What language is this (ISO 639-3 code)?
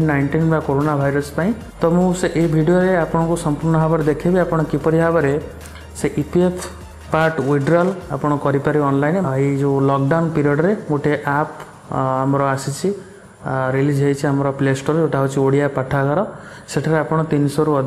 ori